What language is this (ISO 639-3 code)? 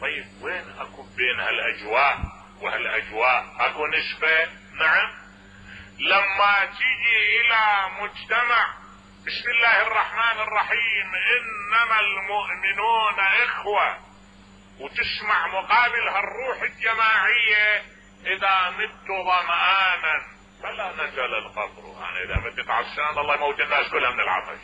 acm